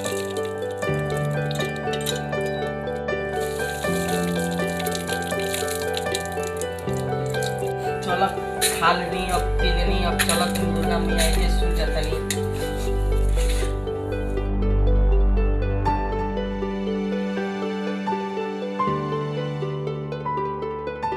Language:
Bhojpuri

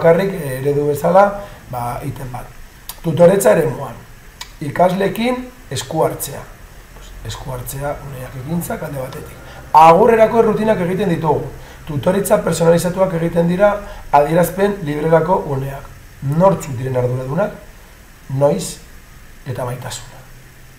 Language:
Basque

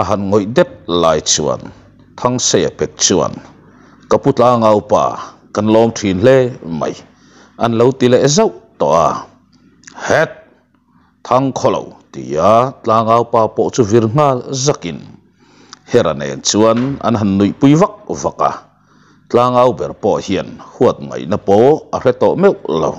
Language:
Mizo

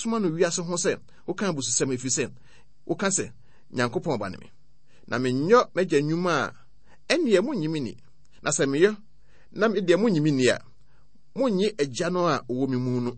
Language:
Akan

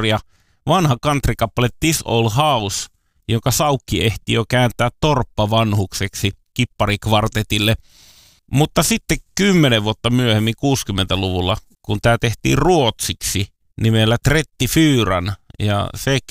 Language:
Finnish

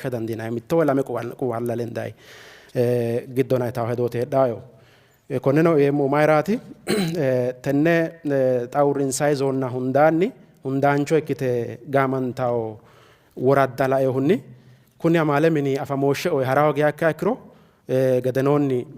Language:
Sidamo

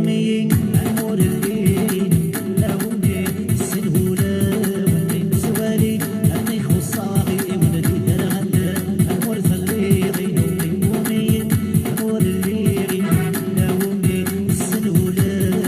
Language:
Kabyle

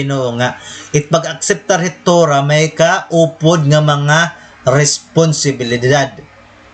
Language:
Waray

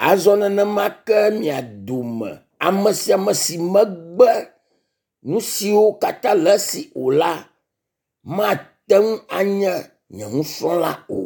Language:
Ewe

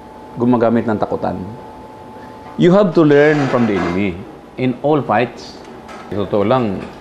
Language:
Filipino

